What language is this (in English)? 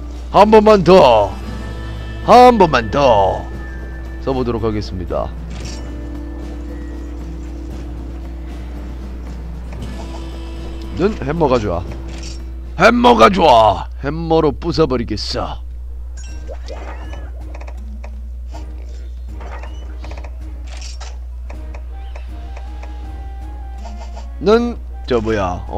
Korean